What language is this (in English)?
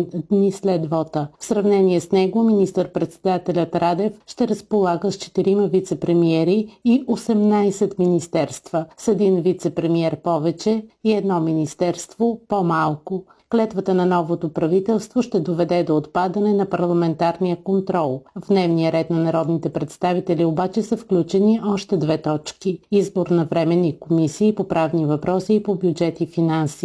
Bulgarian